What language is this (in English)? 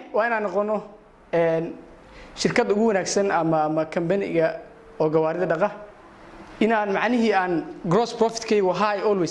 Somali